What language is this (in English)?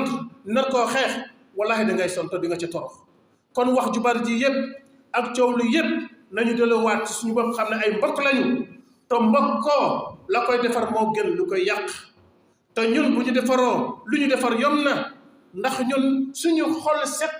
Wolof